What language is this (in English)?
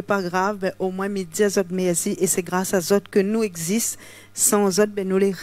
Réunion Creole French